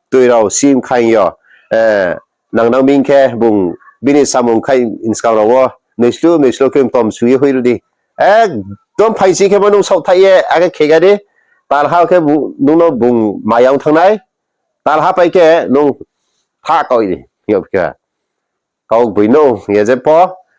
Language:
Riang (India)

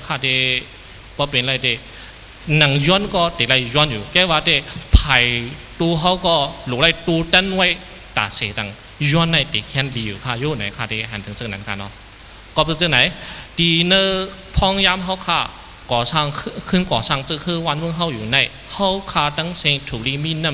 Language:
Shan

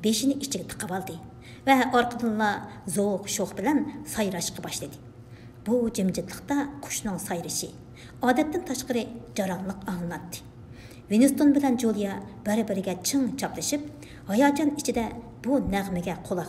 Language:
Uyghur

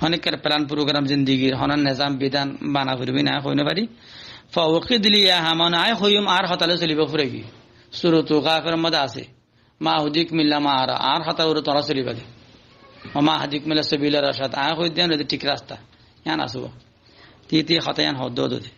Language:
Rohingya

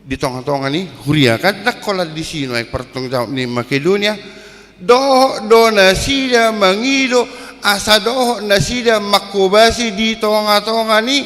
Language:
Batak Toba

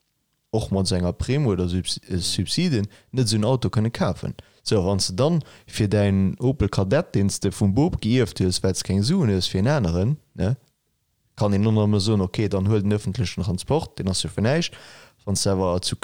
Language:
Luxembourgish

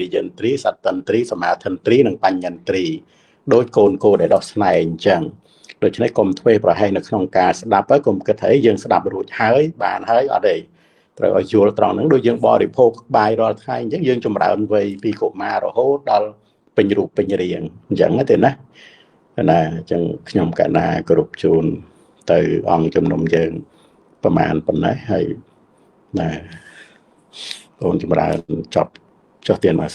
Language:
Khmer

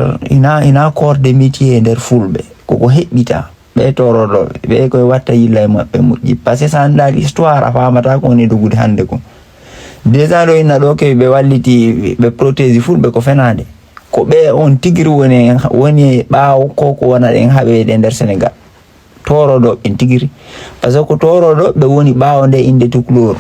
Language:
Fula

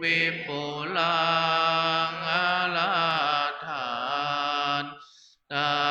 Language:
Pali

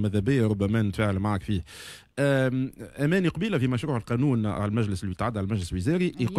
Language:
Tunisian Arabic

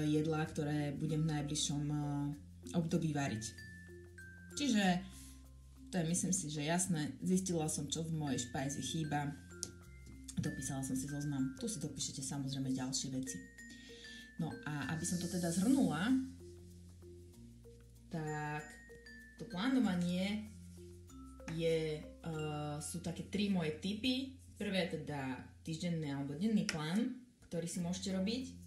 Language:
Slovak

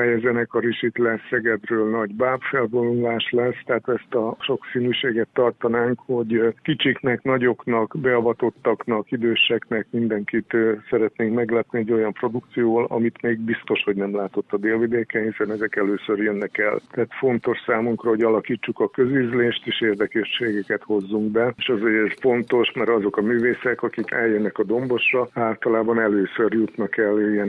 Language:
Hungarian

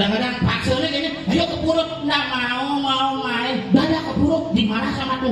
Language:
Balinese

